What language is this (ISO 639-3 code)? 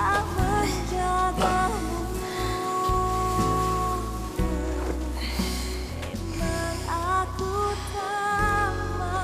msa